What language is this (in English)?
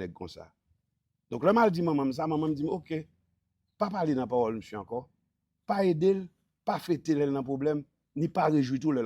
Haitian Creole